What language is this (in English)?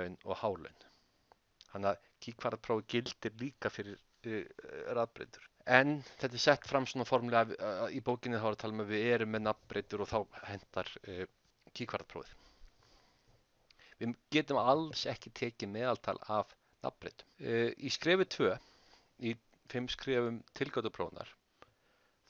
Icelandic